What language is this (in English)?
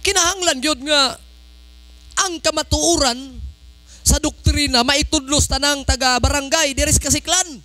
Cebuano